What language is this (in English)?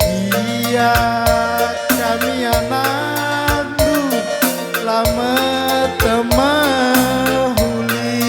Batak Karo